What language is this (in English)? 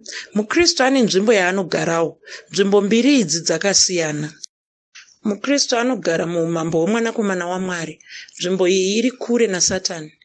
Shona